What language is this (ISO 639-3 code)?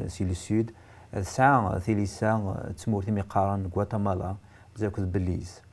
kab